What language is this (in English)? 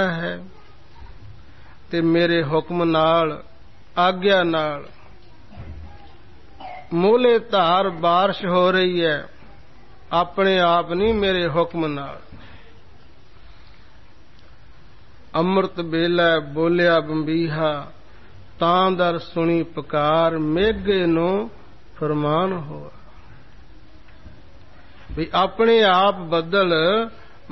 Punjabi